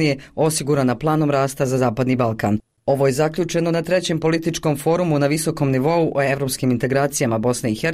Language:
Bosnian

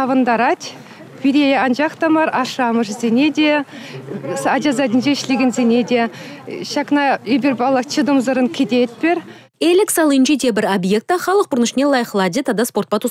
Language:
Chuvash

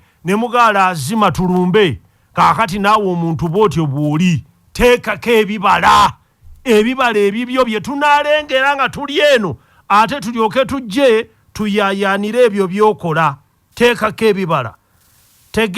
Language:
Ganda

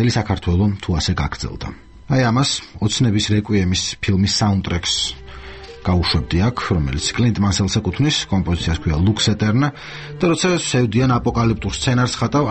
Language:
Georgian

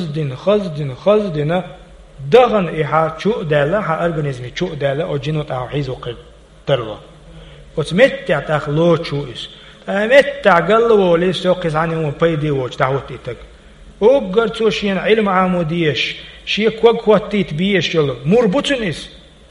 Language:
Chechen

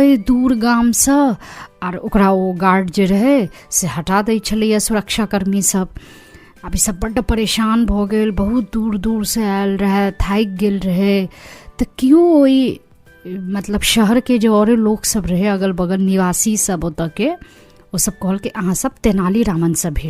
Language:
Maithili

